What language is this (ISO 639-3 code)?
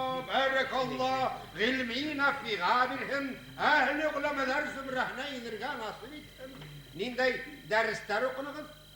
bak